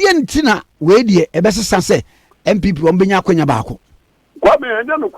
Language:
Akan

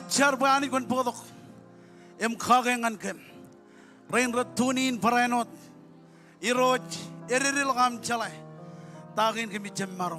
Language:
Marshallese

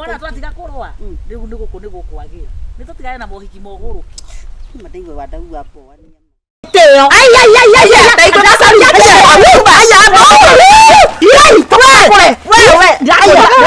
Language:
Kikuyu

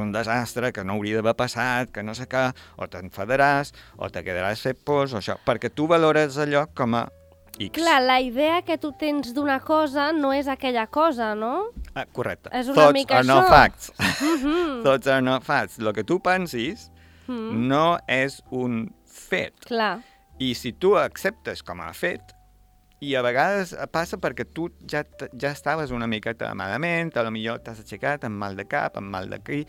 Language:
Catalan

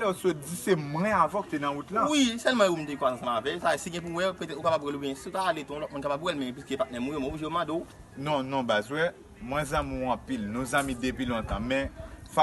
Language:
Haitian Creole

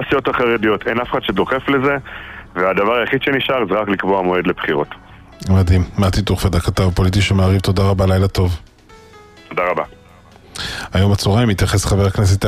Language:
Hebrew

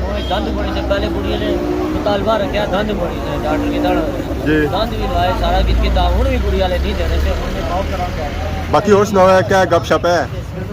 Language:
Pahari-Potwari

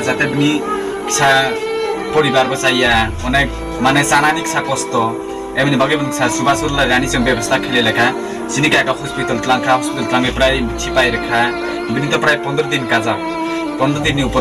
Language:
Kok Borok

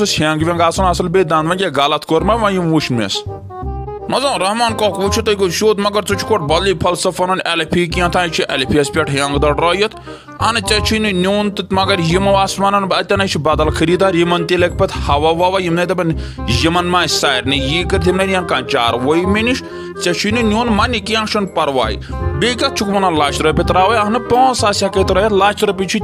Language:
Kashmiri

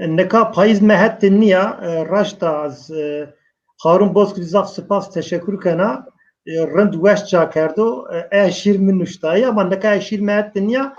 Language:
Zaza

